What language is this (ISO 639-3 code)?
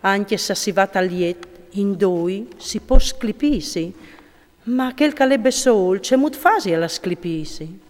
fur